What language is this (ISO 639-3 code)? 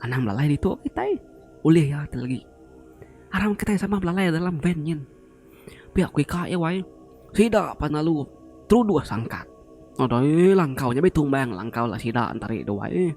iba